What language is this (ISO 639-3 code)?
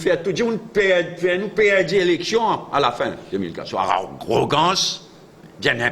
mfe